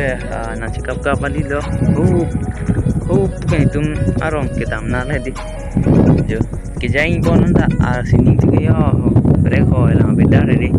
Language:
Karbi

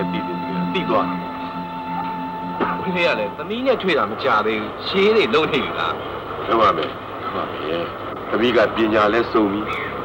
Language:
Burmese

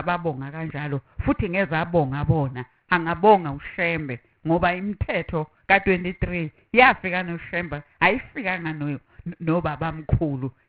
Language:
Zulu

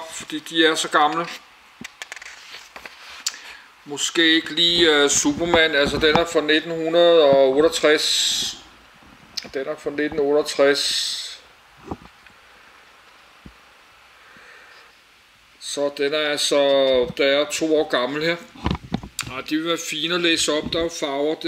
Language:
Danish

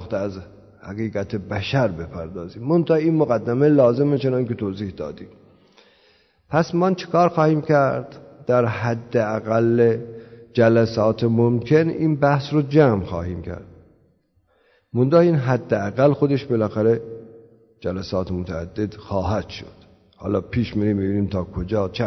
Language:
Persian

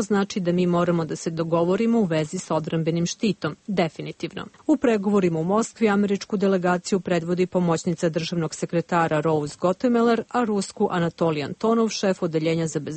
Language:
Serbian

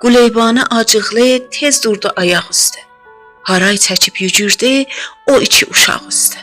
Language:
South Azerbaijani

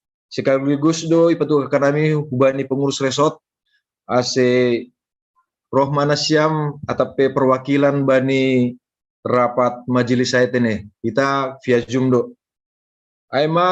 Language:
Batak Simalungun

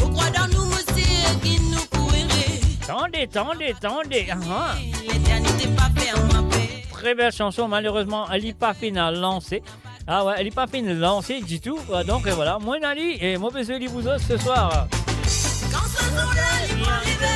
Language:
Morisyen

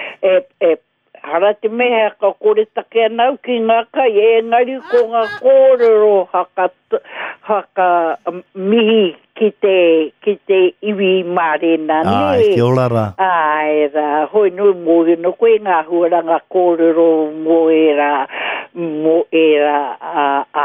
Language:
Māori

